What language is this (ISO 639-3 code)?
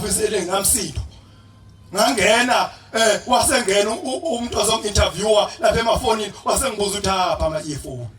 zul